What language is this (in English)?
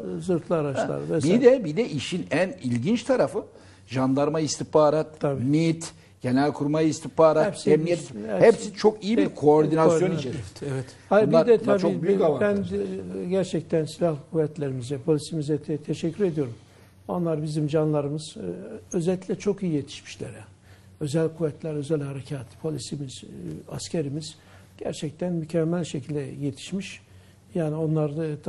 Turkish